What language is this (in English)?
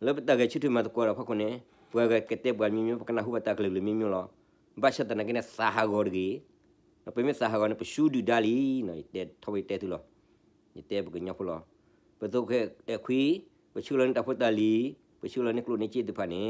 S'gaw Karen